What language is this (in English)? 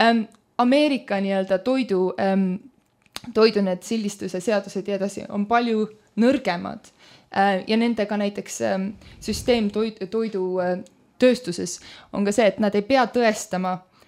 Estonian